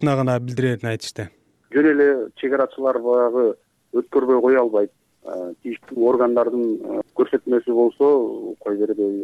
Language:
Kyrgyz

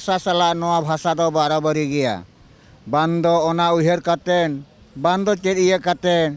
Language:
Santali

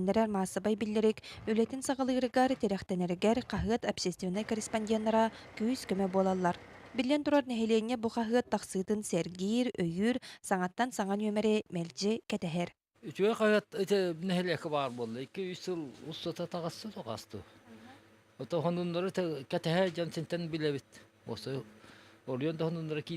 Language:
Yakut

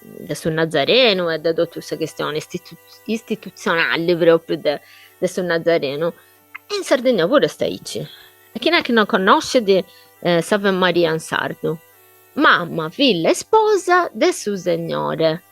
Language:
Sardinian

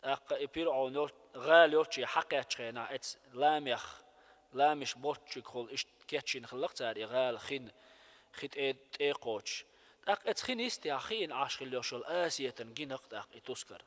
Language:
Chechen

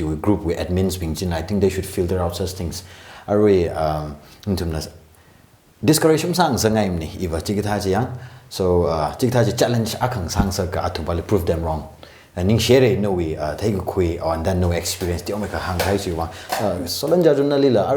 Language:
Tangkhul Naga (India)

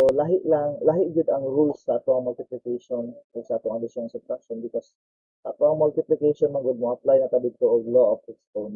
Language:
Cebuano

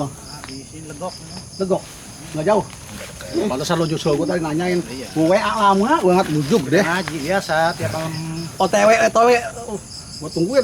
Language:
Betawi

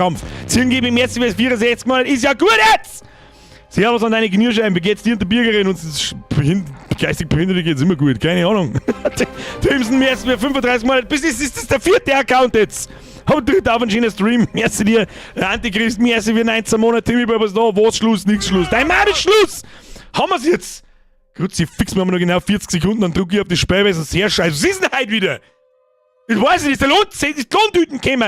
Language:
Bavarian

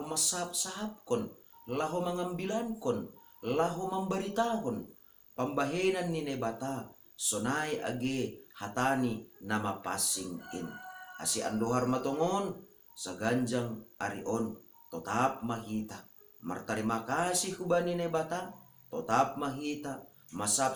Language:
Batak Simalungun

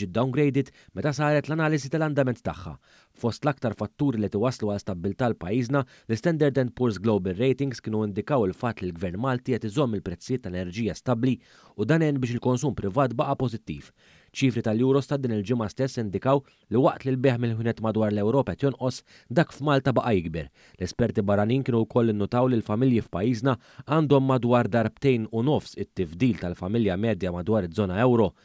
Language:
Maltese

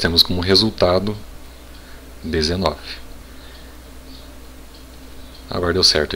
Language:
Portuguese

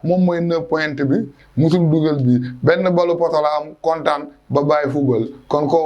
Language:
Wolof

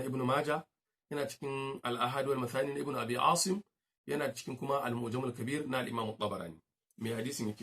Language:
Hausa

